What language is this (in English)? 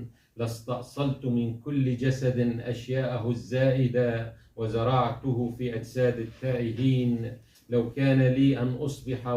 Kurdish